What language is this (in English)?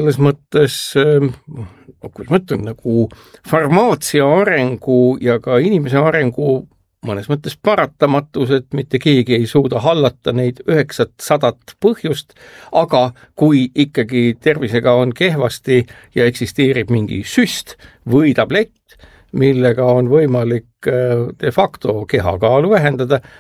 Estonian